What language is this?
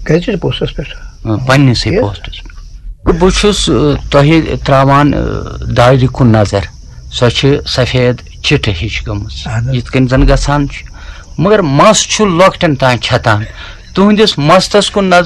Kashmiri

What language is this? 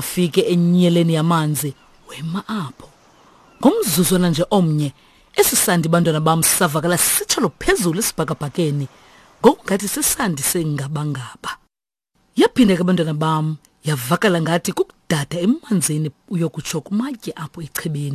Xhosa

